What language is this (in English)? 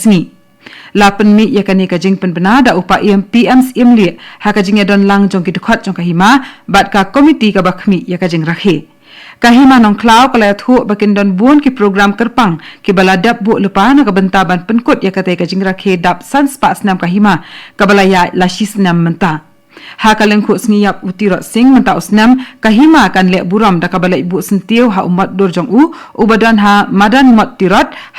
Khasi